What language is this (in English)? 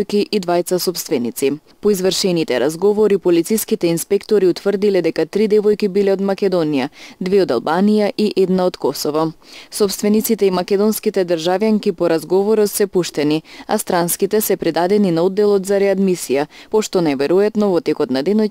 Macedonian